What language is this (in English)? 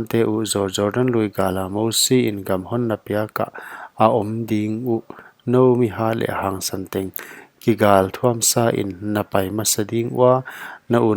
Paite Chin